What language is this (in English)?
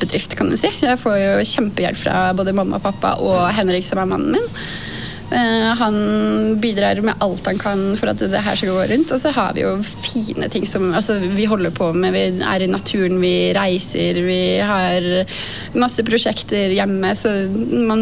Norwegian